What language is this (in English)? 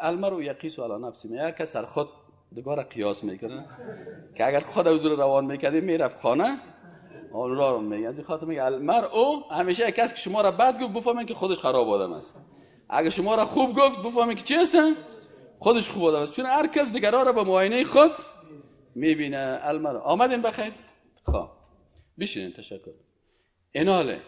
Persian